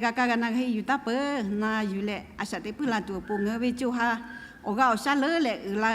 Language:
Lahu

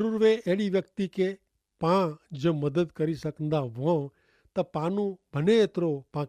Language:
Kachhi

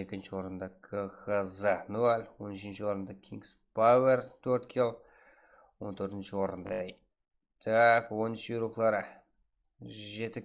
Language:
Kara-Kalpak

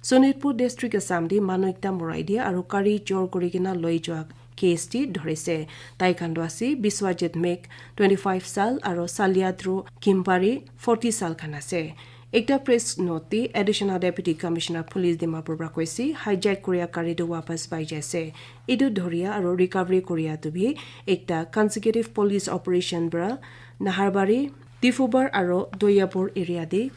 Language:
Naga Pidgin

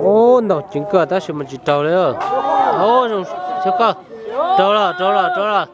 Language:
Hmong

